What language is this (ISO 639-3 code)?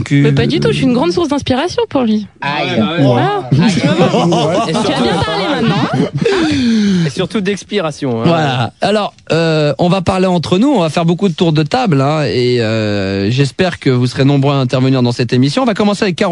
fra